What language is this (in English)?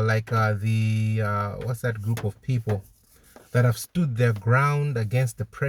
English